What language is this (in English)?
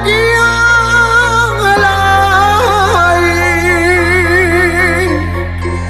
Hebrew